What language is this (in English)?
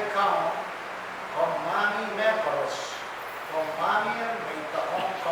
Pohnpeian